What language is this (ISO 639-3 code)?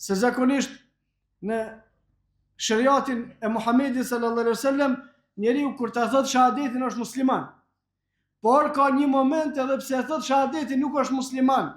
sqi